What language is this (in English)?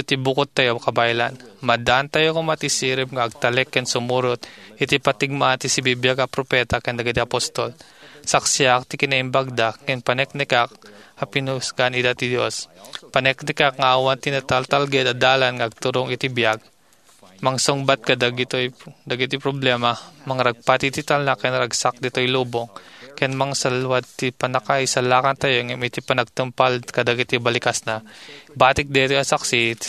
Iloko